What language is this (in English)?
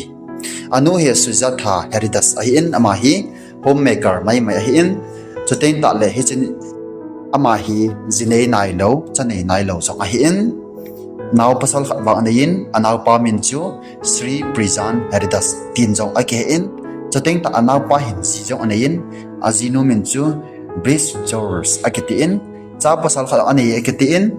Thado Chin